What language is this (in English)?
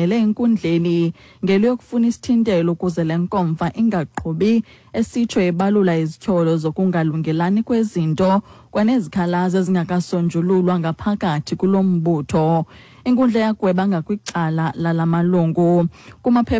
Xhosa